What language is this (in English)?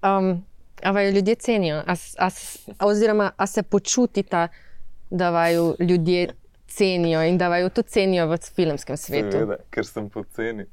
Slovenian